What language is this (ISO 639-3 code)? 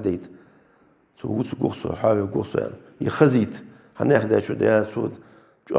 inh